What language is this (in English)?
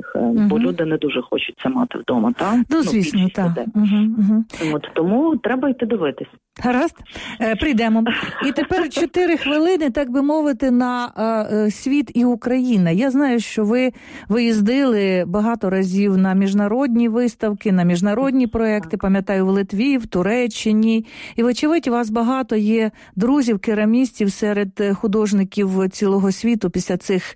Ukrainian